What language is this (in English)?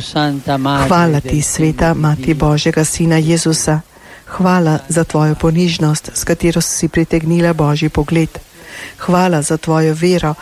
Slovenian